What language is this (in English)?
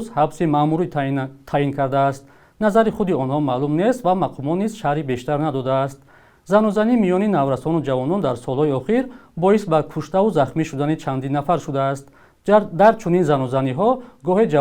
Tajik